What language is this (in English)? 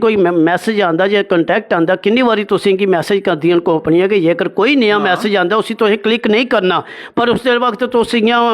Dogri